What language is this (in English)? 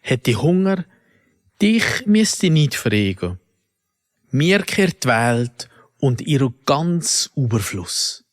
Swiss German